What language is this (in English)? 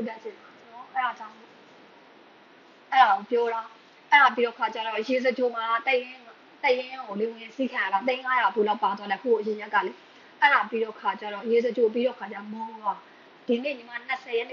Burmese